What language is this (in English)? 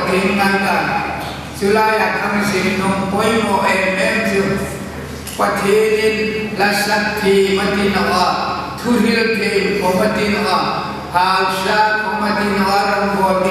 Hmar